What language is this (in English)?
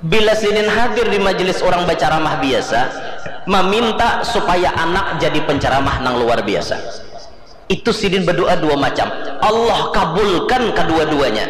Banjar